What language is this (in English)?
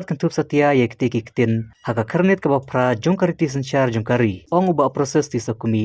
Khasi